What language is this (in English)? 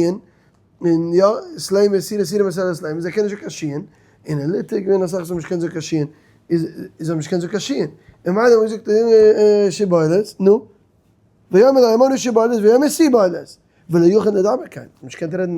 Yiddish